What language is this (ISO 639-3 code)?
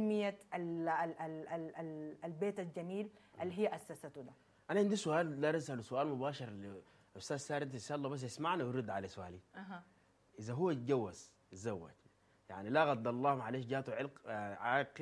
apd